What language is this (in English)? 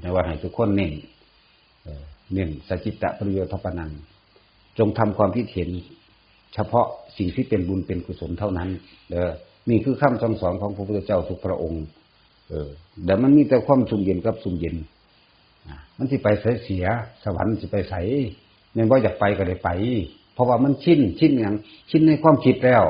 Northeastern Thai